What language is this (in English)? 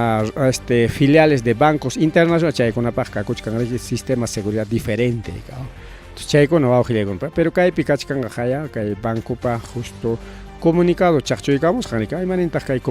Ayacucho Quechua